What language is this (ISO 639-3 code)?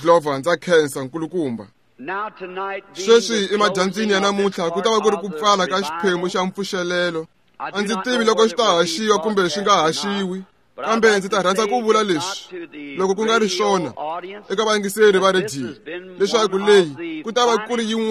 tso